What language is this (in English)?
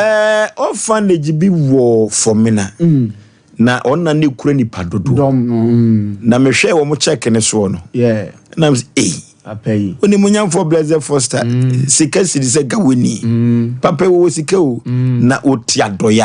Akan